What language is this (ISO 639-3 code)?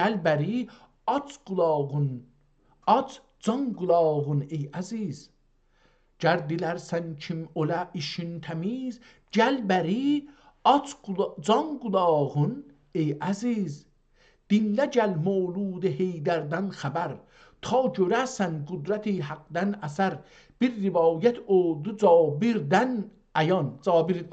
azb